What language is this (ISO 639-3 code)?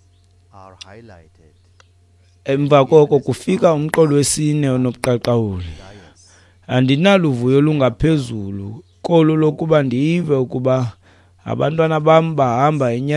xho